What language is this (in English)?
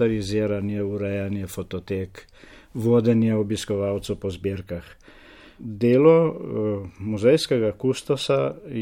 Slovenian